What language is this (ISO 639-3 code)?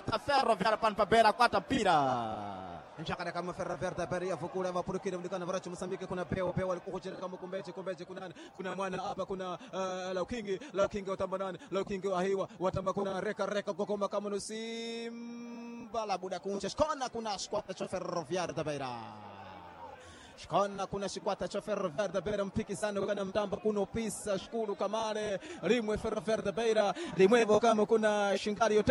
seh